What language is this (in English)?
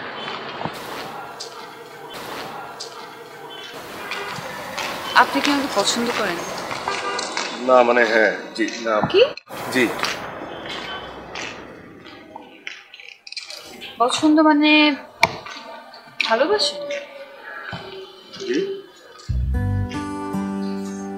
Bangla